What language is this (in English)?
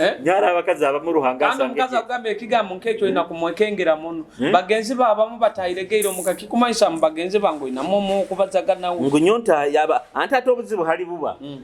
Nyoro